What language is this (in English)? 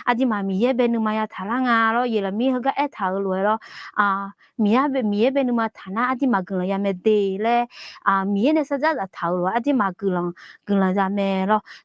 Akha